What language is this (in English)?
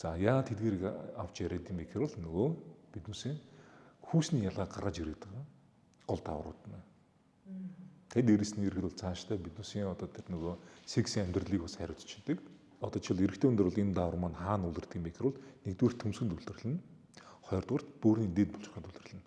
Mongolian